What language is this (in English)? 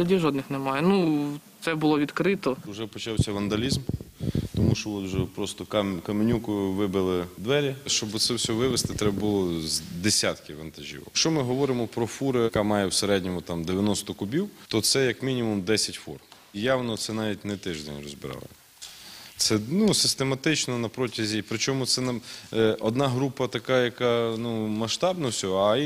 Ukrainian